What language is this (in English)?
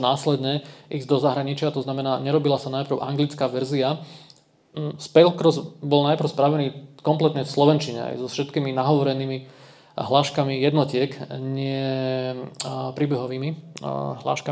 Slovak